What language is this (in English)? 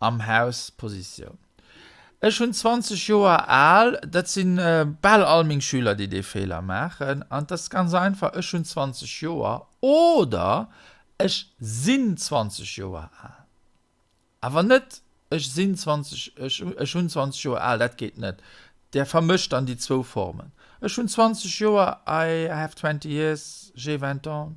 Luxembourgish